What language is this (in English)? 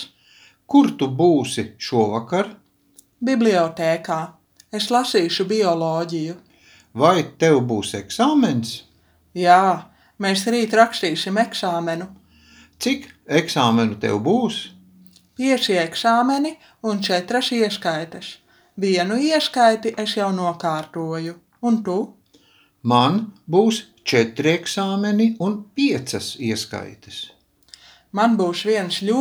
Latvian